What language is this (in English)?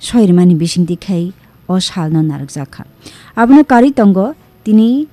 Kok Borok